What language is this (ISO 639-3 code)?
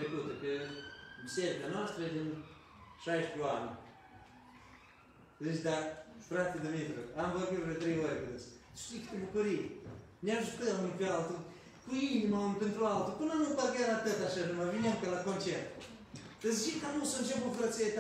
ron